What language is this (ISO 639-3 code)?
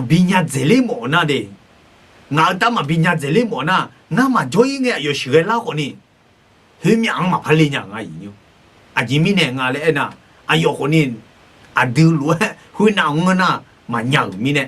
ahk